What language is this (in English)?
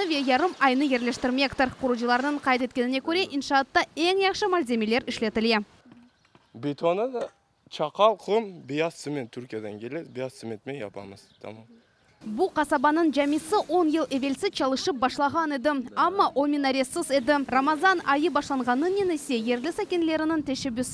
Crimean Tatar